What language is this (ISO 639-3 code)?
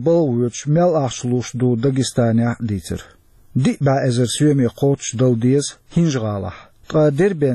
che